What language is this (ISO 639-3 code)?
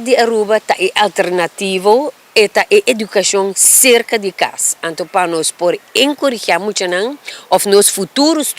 pap